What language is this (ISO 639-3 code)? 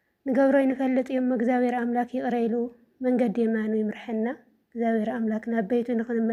tir